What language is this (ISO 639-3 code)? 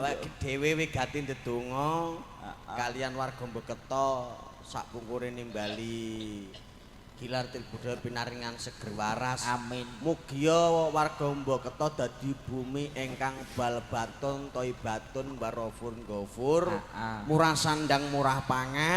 jav